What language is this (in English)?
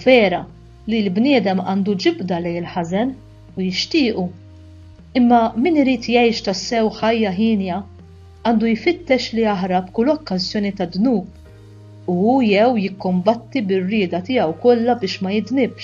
Maltese